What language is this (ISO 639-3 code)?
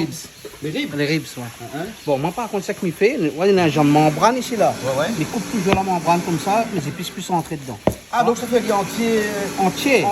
rcf